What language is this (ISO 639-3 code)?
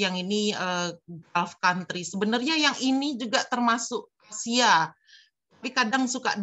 ind